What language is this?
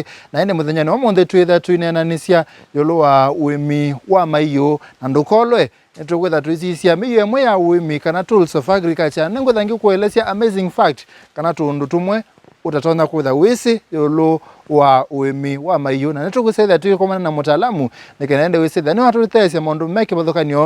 Kamba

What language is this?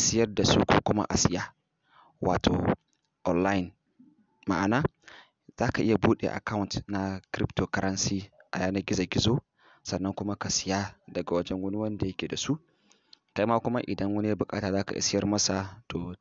Hausa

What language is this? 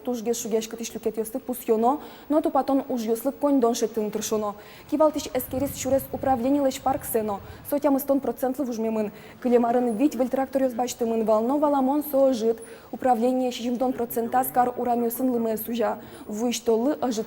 Udmurt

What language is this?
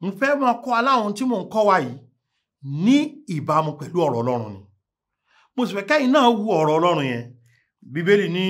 Yoruba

